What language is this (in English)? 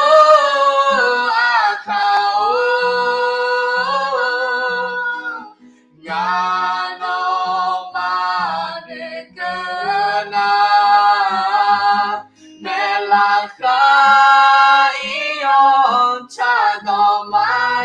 Akha